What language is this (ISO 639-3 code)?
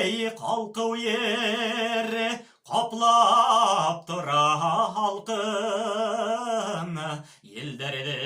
bak